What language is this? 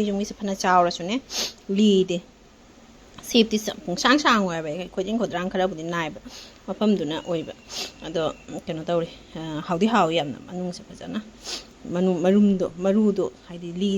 Manipuri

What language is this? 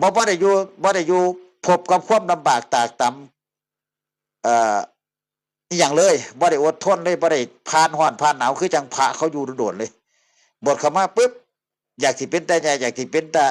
Northeastern Thai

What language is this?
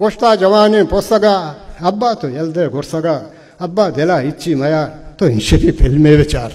Baluchi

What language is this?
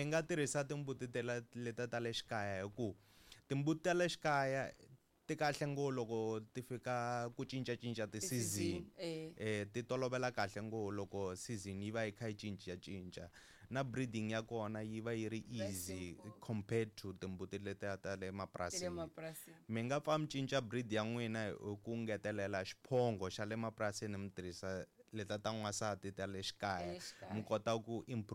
Tsonga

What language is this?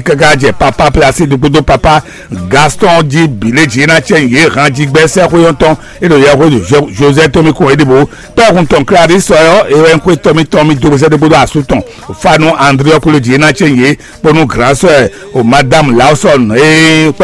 Fon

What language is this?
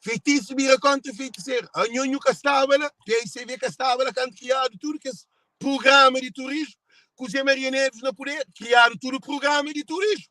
Kabuverdianu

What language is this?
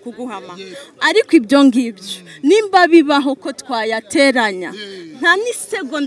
Kinyarwanda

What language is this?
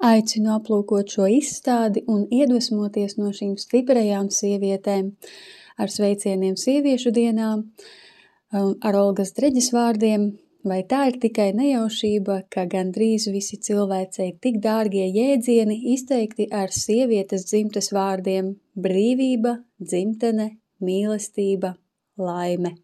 Latvian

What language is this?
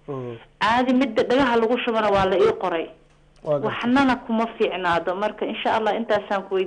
Somali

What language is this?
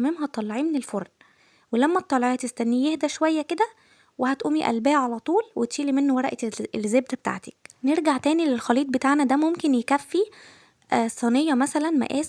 Egyptian Arabic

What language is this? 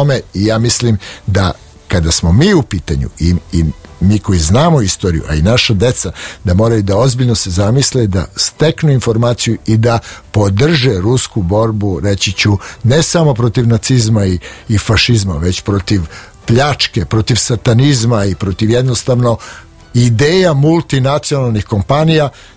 Serbian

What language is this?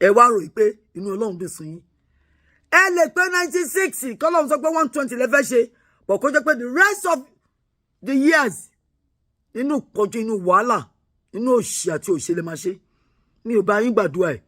Yoruba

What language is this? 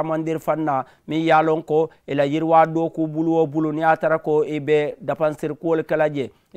Mandingo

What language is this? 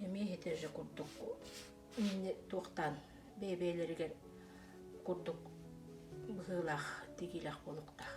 Yakut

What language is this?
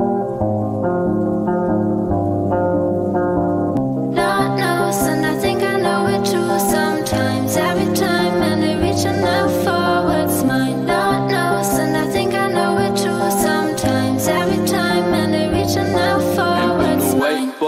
English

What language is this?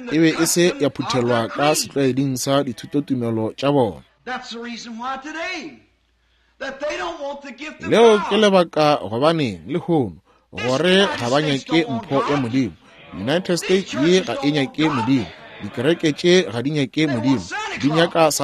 Northern Sotho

